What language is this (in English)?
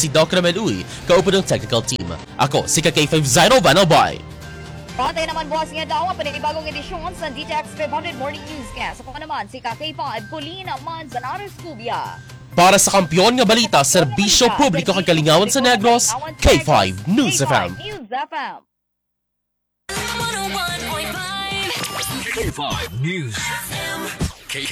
Hiligaynon